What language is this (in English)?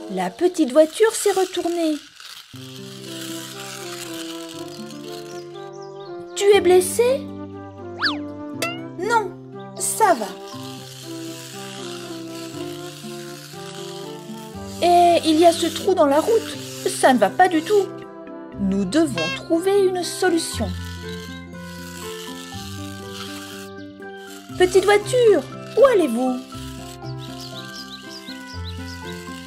French